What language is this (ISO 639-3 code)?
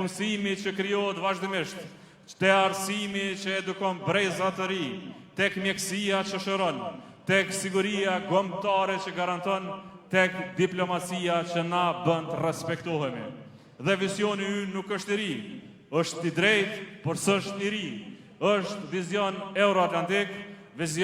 sqi